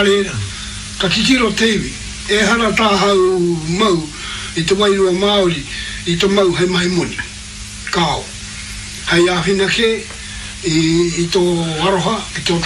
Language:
Māori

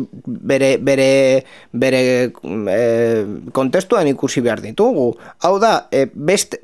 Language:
Basque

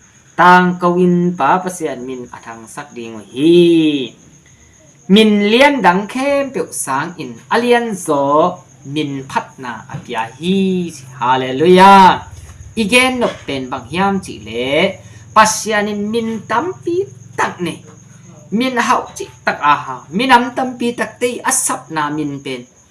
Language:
Tedim Chin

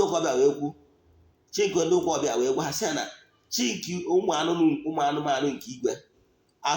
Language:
Igbo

